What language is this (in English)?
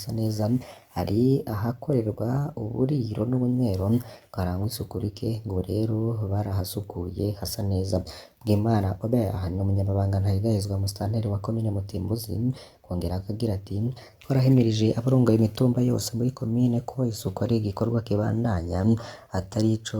Rundi